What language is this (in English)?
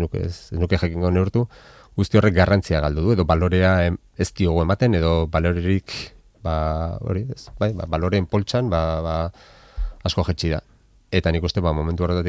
Basque